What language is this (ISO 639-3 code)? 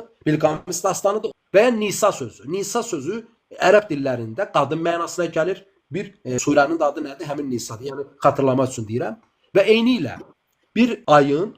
aze